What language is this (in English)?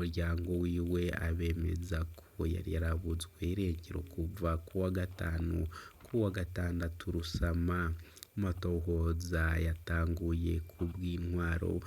Rundi